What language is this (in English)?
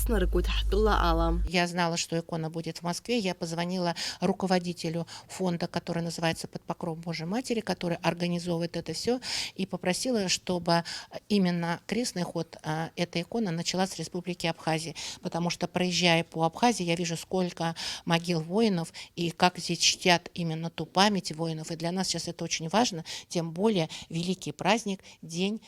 Abkhazian